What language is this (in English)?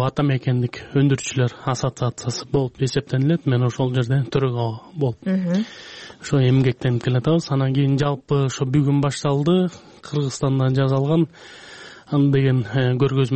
Kyrgyz